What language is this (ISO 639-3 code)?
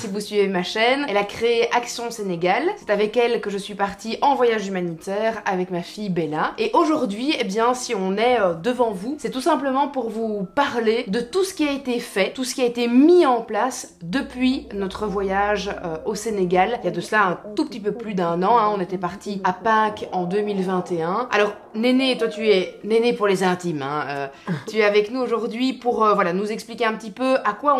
fra